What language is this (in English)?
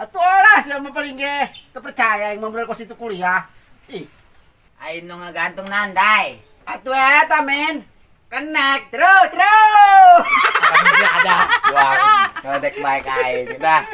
Sundanese